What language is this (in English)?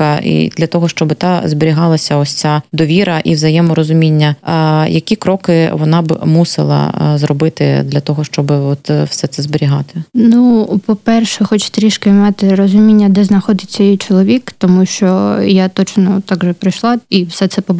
Ukrainian